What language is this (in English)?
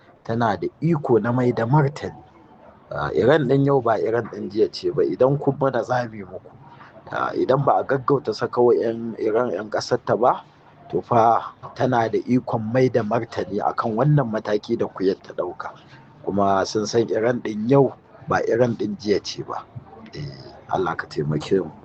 Hausa